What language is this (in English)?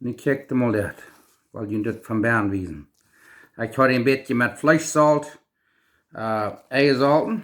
Plautdietsch